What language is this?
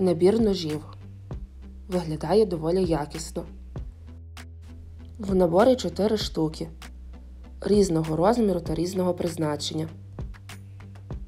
Ukrainian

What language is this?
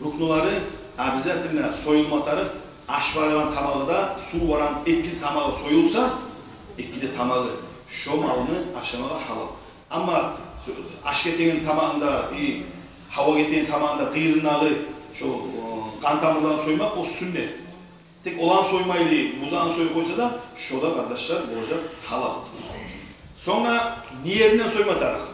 Kumyk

